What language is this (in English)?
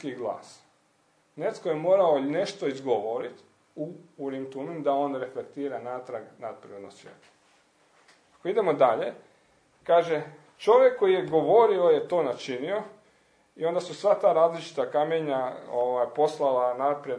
Croatian